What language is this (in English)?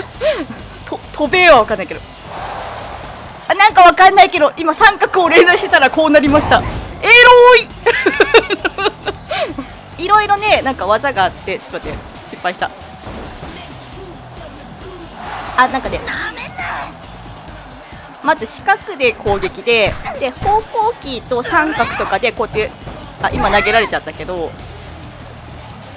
Japanese